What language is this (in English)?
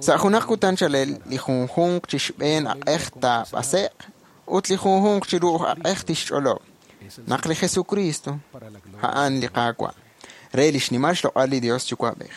Kekchí